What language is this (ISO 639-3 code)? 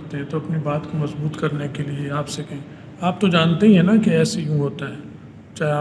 urd